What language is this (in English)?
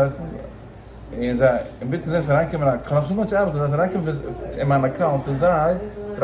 Yiddish